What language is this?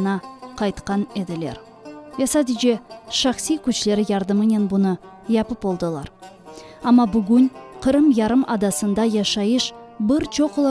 Crimean Tatar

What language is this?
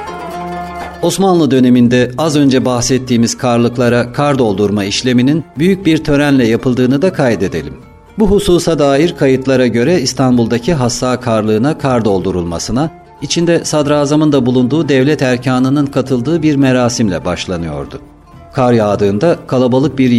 Turkish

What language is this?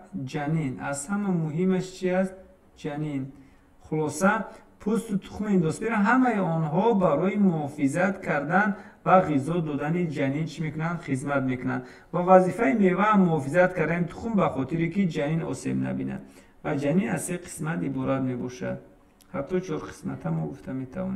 Tajik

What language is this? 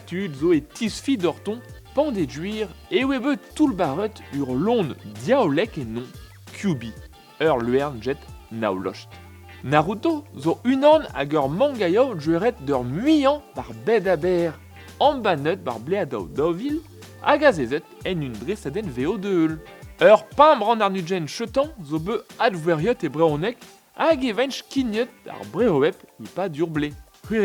Breton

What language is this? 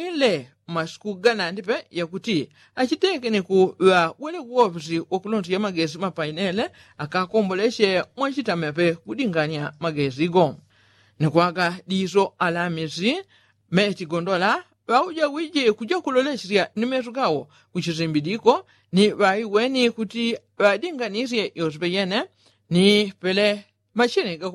Yao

